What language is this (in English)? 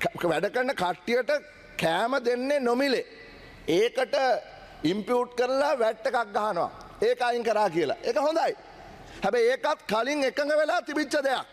Sinhala